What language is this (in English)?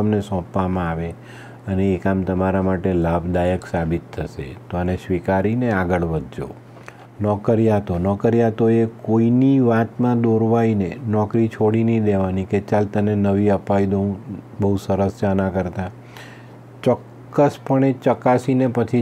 Gujarati